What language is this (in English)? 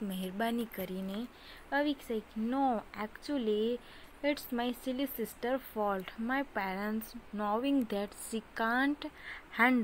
Gujarati